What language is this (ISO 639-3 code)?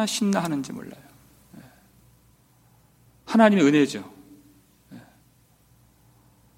kor